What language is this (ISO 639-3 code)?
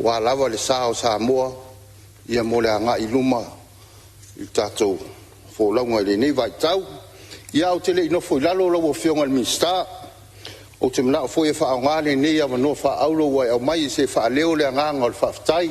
smo